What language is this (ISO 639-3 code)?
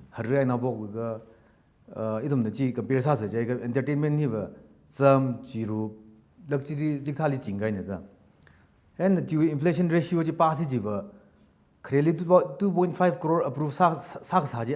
nmf